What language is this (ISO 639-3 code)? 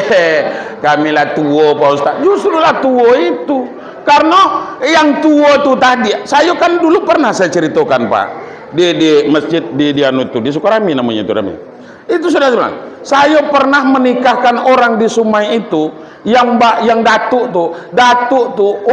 min